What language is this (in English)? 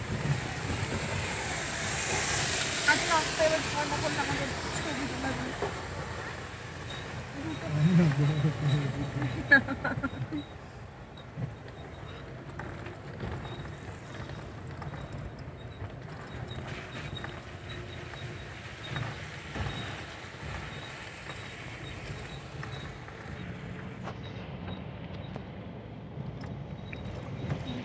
Bangla